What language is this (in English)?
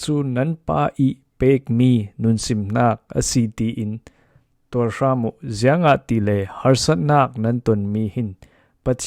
Falam Chin